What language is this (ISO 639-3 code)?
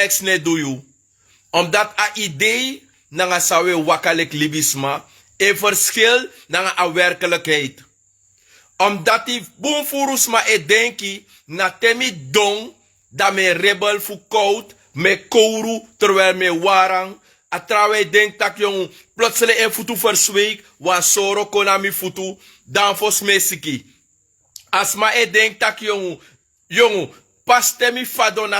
srn